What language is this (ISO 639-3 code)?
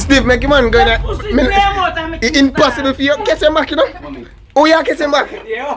jam